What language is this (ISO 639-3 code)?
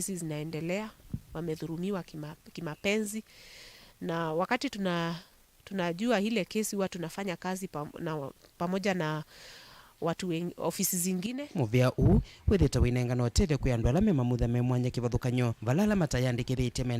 kam